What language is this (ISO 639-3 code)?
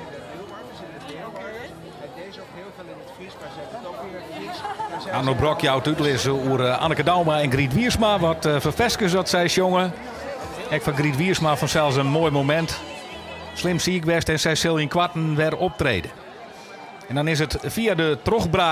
fry